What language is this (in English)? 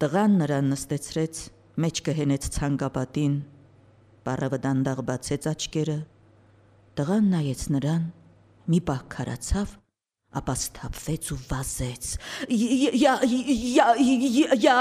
Armenian